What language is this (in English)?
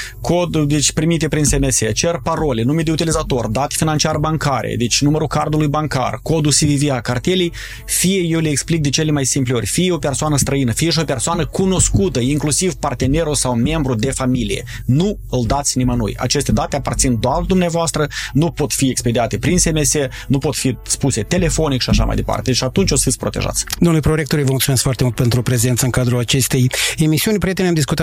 Romanian